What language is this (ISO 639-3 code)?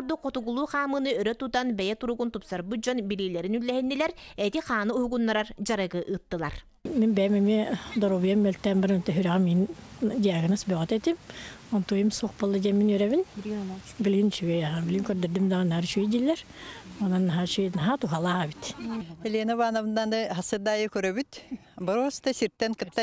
sah